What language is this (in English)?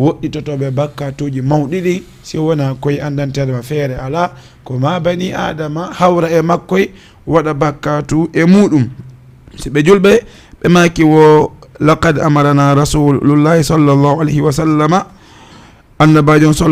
Fula